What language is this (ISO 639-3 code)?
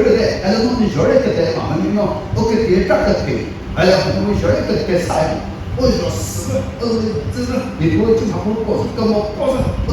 nri